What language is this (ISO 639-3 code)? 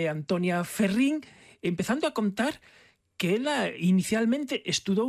glg